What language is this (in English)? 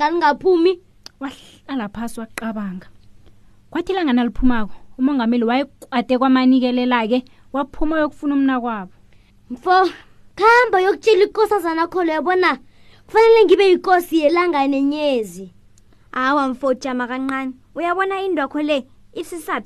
South Ndebele